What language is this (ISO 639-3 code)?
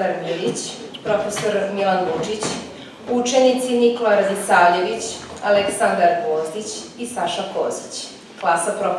srp